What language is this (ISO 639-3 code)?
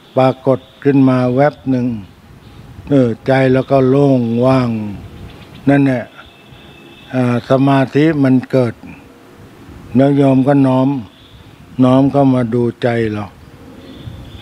tha